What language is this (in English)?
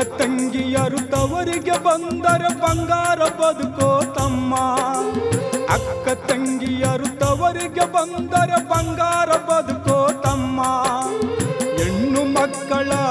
Kannada